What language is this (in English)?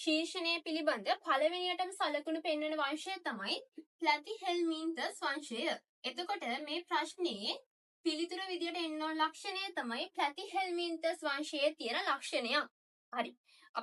Sinhala